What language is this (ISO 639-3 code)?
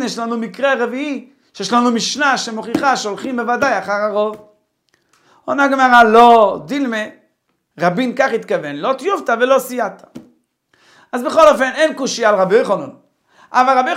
heb